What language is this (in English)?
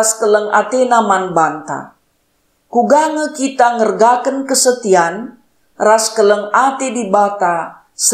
Batak Karo